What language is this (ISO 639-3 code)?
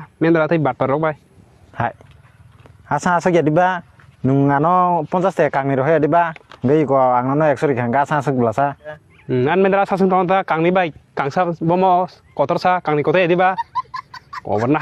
trp